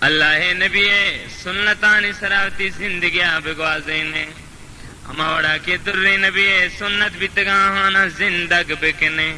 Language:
Baluchi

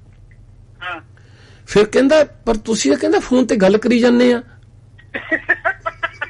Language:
Punjabi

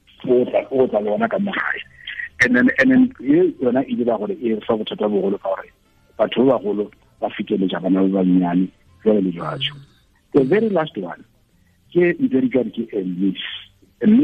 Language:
Tswana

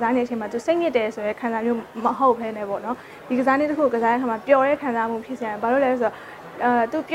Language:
Burmese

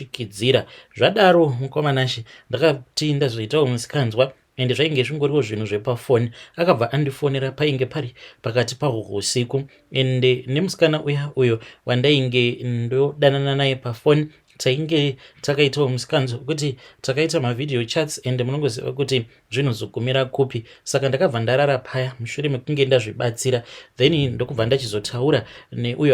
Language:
Shona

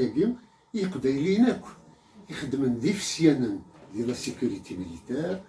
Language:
Kabyle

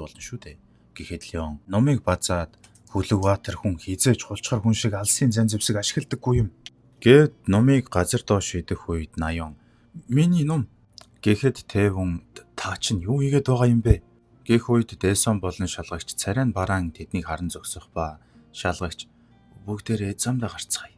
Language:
Mongolian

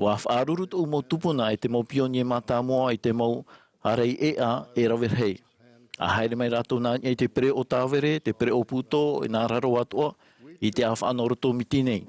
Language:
Tahitian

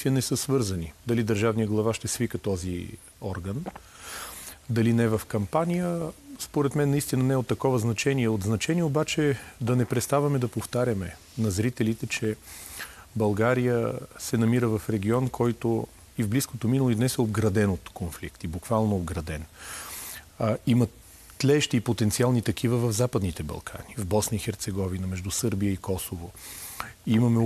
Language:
Bulgarian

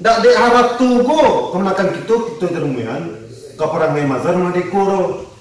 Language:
Minangkabau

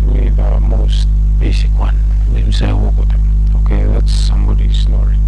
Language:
Bislama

